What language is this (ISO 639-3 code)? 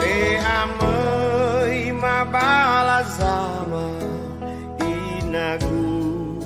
nia